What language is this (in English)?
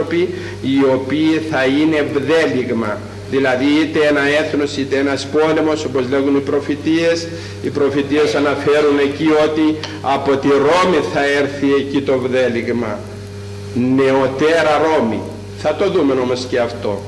Greek